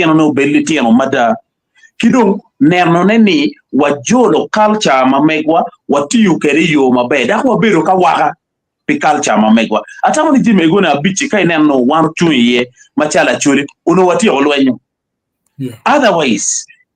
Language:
Acoli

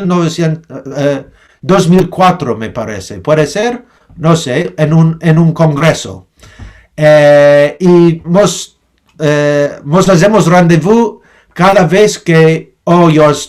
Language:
Ladino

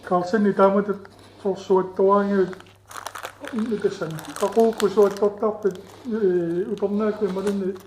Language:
Kalaallisut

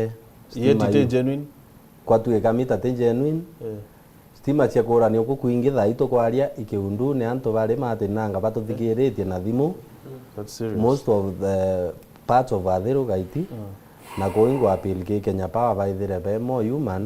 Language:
Meru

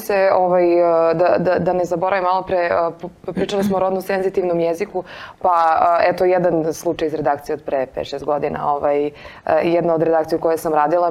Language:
Serbian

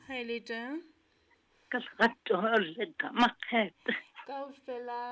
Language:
Southern Sotho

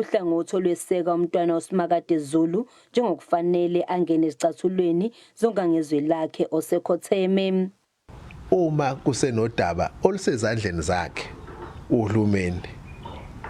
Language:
Zulu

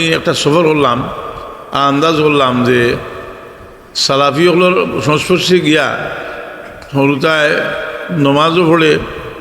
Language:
Sylheti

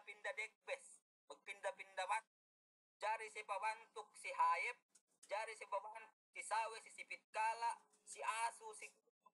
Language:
Yakan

